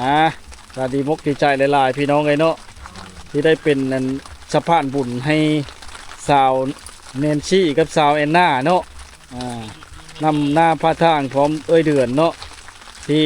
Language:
Lao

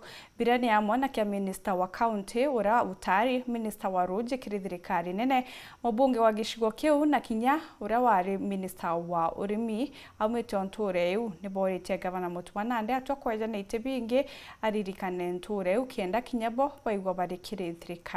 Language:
Meru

